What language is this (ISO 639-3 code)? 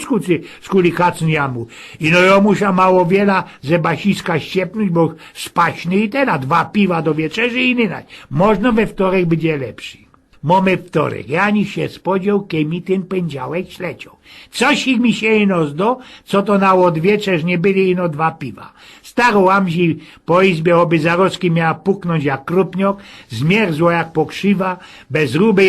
szl